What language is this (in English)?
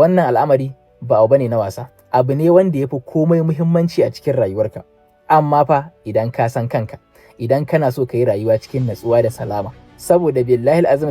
Hausa